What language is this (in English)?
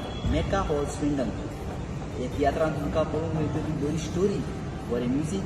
Konkani